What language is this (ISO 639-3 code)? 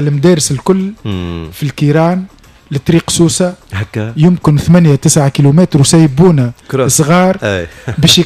aeb